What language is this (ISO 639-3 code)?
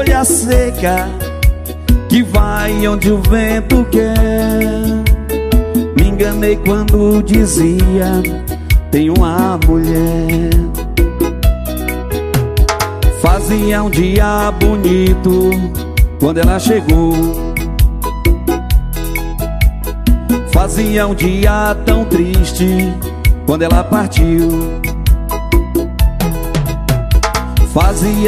por